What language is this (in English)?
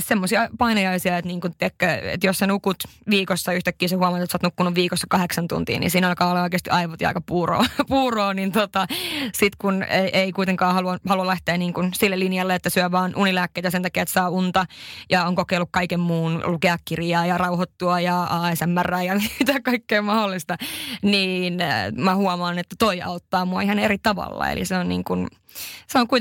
Finnish